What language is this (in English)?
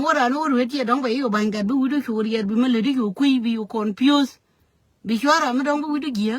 Nuer